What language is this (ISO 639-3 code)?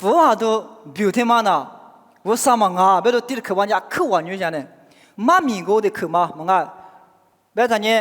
lis